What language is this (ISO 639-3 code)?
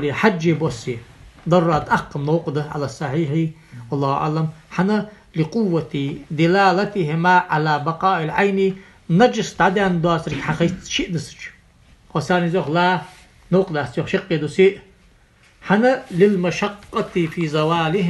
inh